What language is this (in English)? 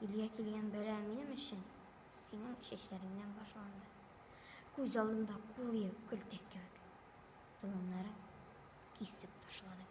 Tatar